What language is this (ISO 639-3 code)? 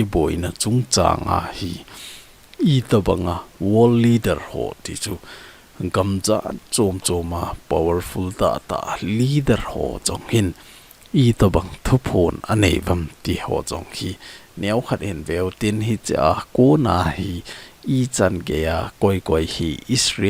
tcz